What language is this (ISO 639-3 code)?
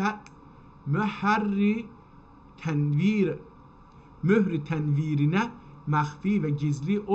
azb